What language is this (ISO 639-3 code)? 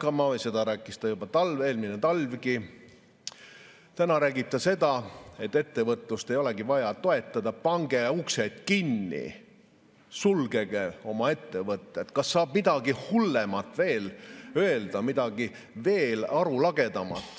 est